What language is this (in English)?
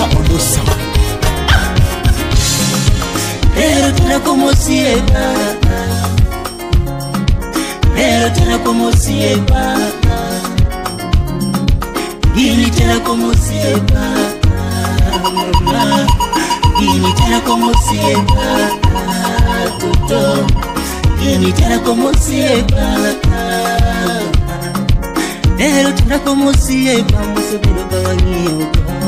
Luo (Kenya and Tanzania)